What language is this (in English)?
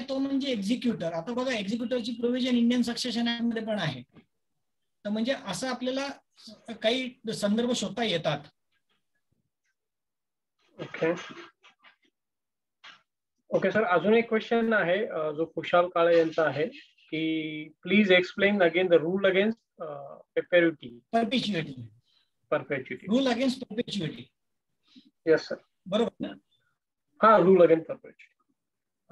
Marathi